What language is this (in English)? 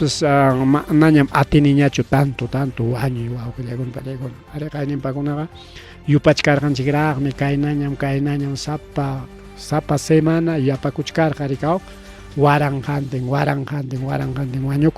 Ayacucho Quechua